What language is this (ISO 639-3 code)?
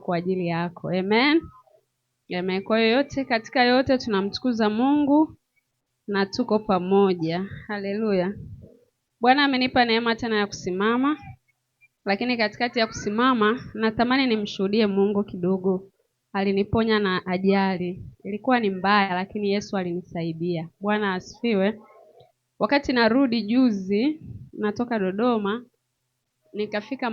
swa